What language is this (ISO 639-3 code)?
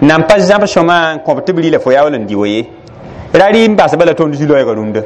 mos